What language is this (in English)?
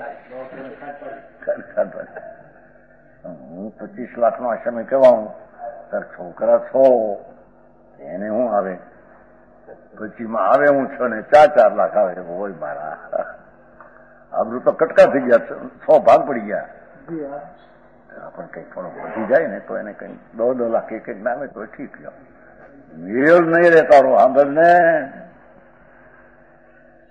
Gujarati